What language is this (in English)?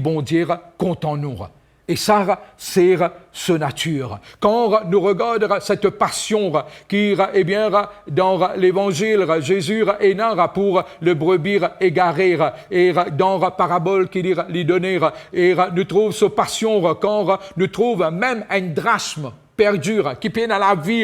Morisyen